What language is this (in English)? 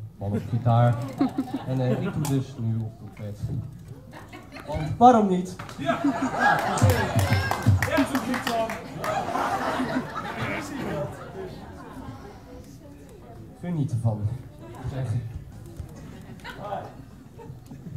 Dutch